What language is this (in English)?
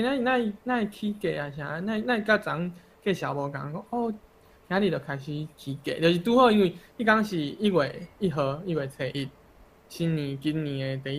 Min Nan Chinese